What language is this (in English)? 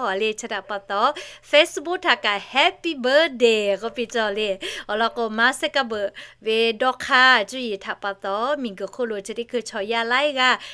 Lahu